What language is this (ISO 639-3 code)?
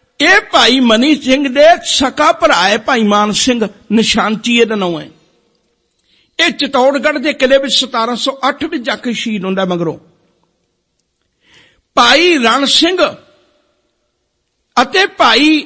pan